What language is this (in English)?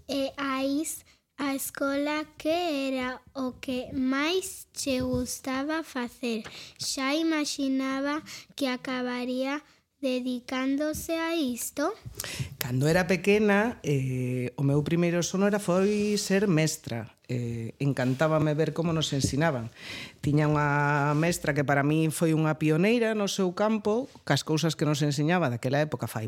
Galician